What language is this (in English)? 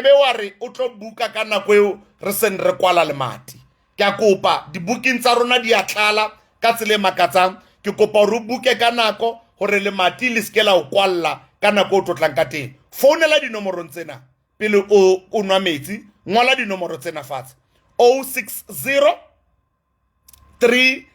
Southern Sotho